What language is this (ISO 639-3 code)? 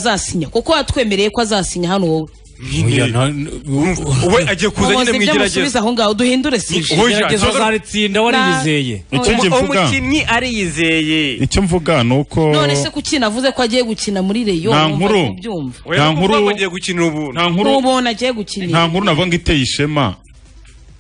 kin